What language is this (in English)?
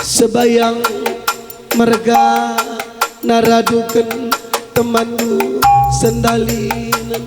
Batak Karo